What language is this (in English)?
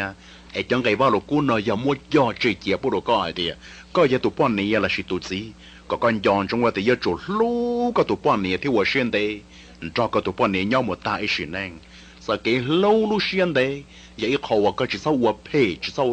Hmong